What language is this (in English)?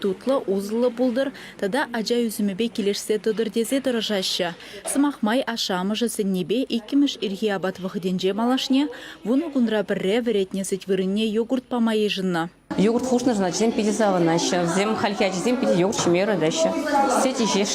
Chuvash